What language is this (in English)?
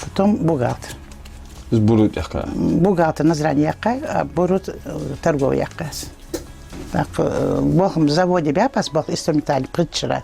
Ingush